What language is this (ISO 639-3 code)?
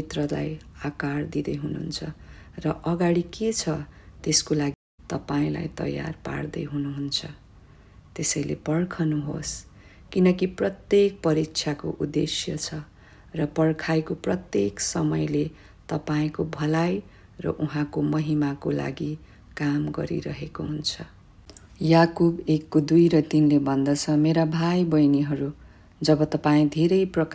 nep